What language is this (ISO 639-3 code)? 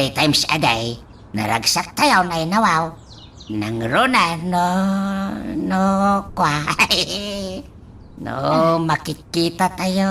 ilo